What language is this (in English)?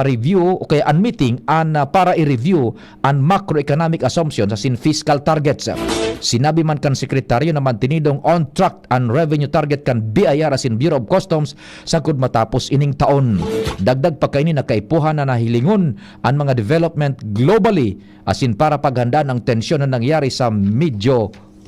Bikol